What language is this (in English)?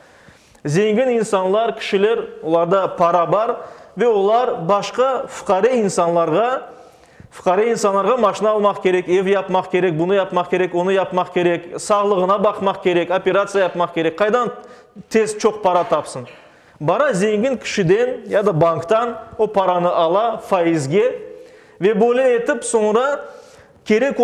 Crimean Tatar